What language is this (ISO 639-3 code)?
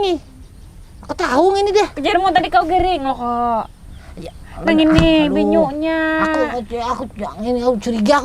bjn